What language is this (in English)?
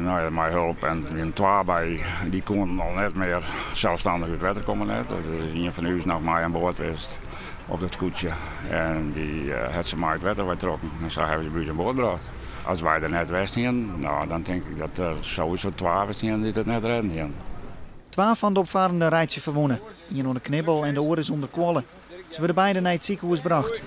Western Frisian